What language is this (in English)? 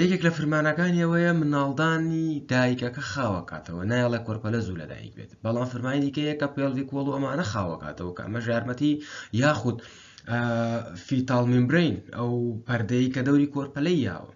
Central Kurdish